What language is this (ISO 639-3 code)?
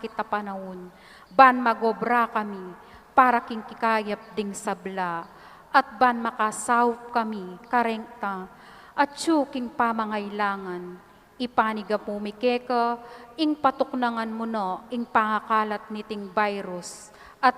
pam